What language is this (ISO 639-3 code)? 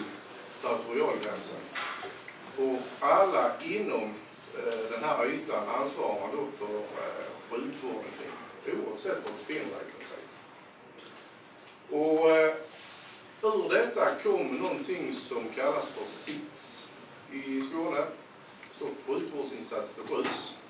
swe